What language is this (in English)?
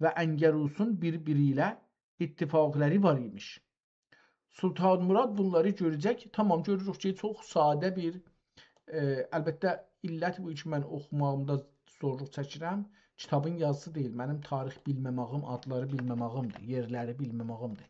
South Azerbaijani